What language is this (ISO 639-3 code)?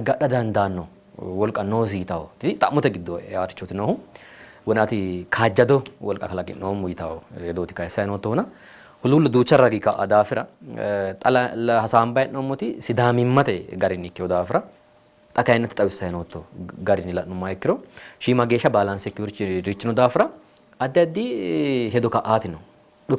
sid